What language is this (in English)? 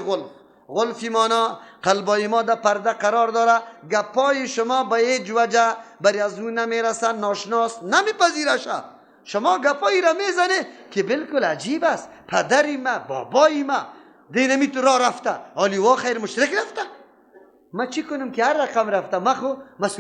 Persian